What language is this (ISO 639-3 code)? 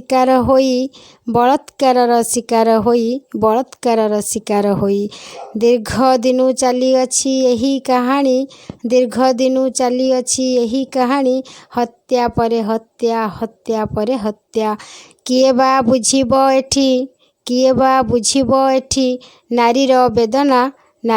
ori